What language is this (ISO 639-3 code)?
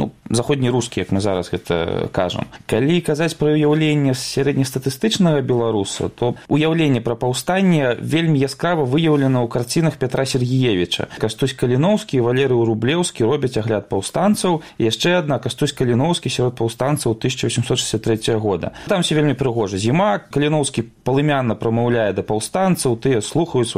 bel